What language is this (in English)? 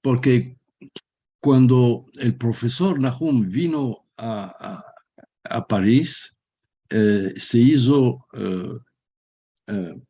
Ladino